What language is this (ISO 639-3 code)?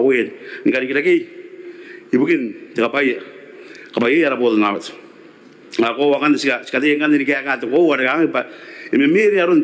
gil